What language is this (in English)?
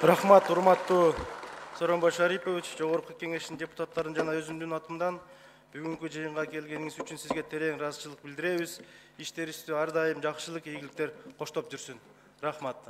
Kyrgyz